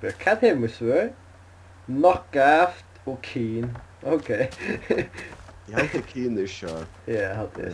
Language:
Faroese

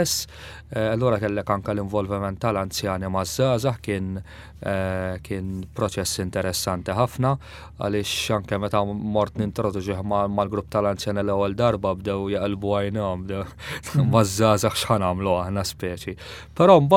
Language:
Maltese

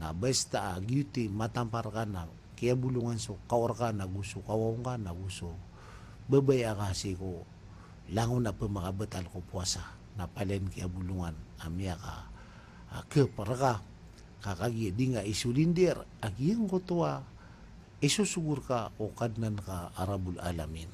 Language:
Maranao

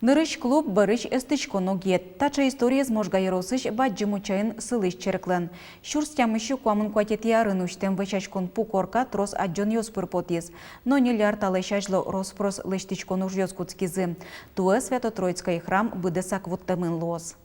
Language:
Udmurt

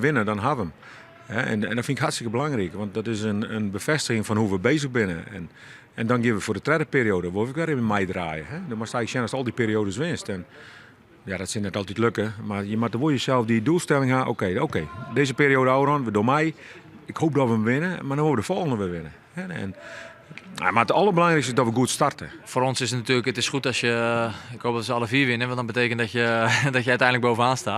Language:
Western Frisian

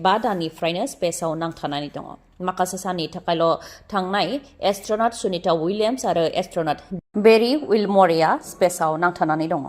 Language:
Bodo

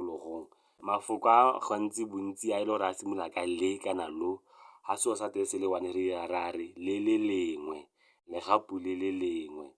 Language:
Tswana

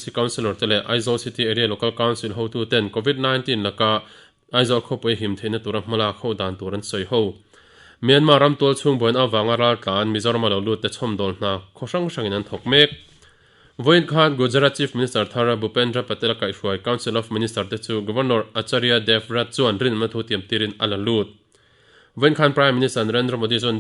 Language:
Mizo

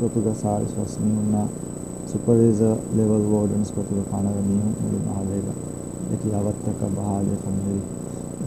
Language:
Divehi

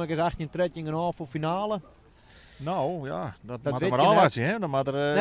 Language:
Western Frisian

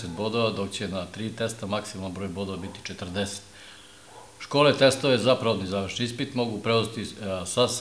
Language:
Serbian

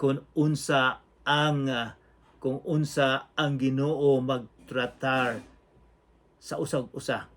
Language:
Cebuano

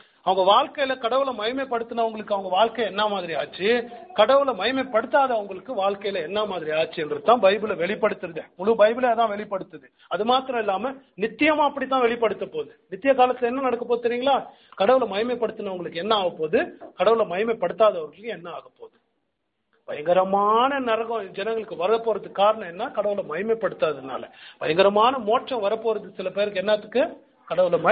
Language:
Tamil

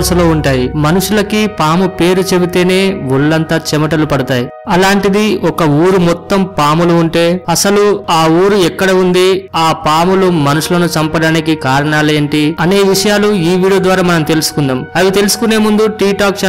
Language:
Telugu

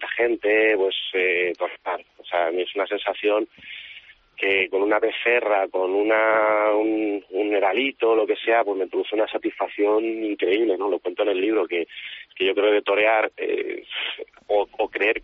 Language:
Spanish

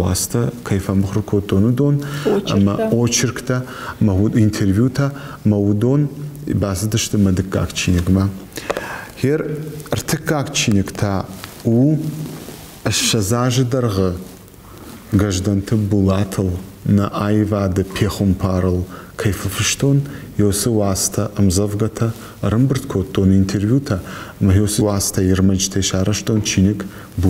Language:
Ossetic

